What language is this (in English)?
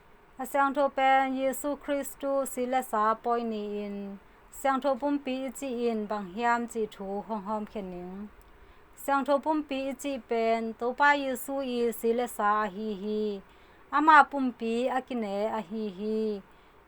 Tedim Chin